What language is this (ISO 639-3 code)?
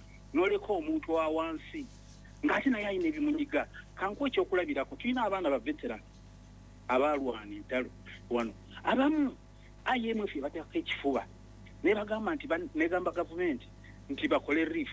lug